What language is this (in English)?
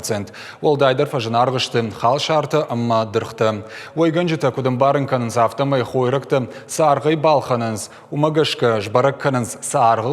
Ossetic